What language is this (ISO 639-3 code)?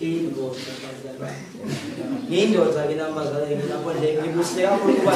zul